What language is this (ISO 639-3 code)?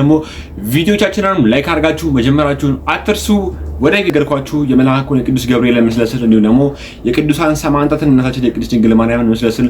amh